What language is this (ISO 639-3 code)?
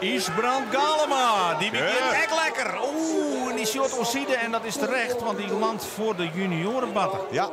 fry